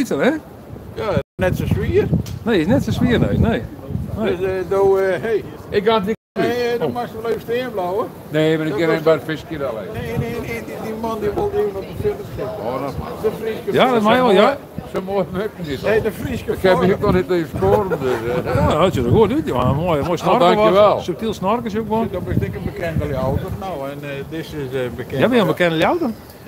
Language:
Western Frisian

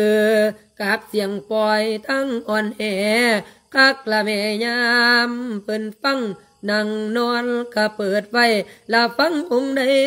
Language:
Lao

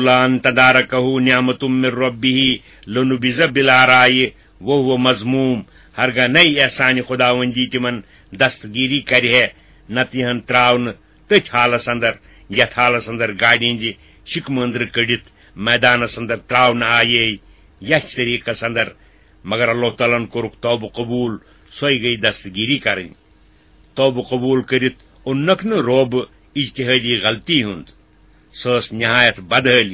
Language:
Kashmiri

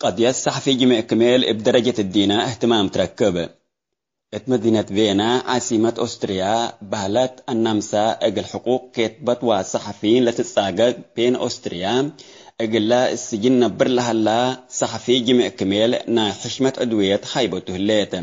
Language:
Tigre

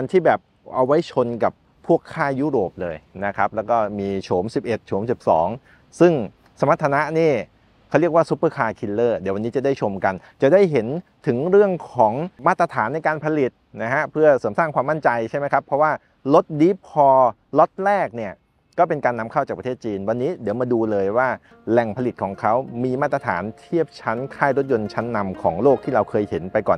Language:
Thai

